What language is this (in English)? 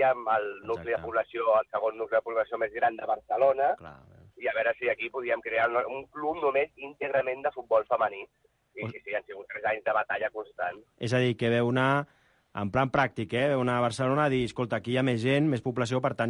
Catalan